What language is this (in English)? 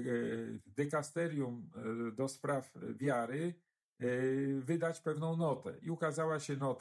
Polish